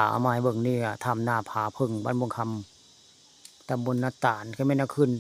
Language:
Northeastern Thai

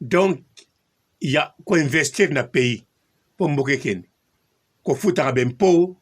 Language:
Lingala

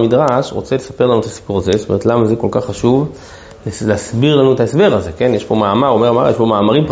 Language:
Hebrew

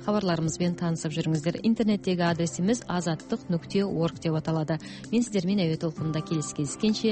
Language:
Kazakh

